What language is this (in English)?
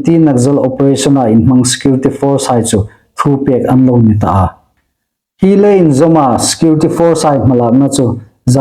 Hmar